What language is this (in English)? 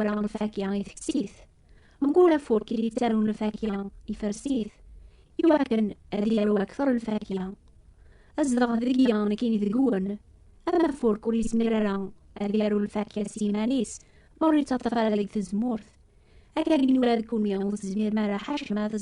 Kabyle